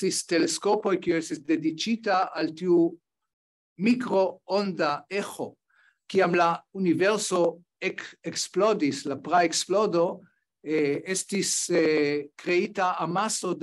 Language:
Esperanto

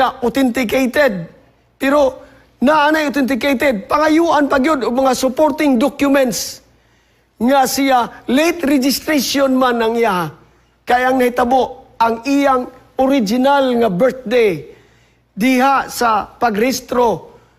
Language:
Cebuano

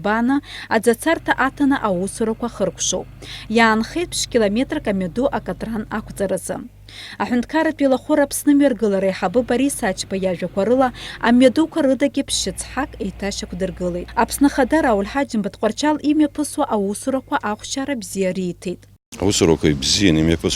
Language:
Abkhazian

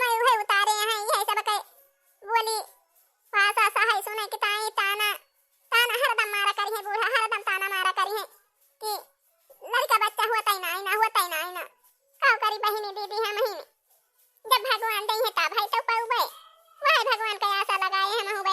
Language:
Awadhi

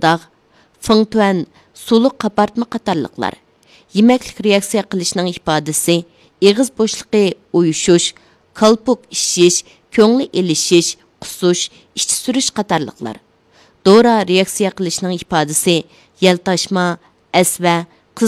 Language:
Uyghur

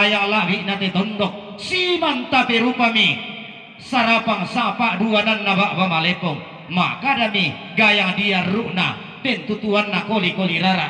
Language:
Toraja-Sa'dan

